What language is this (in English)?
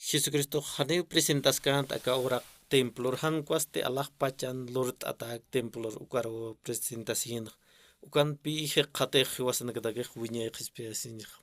Aymara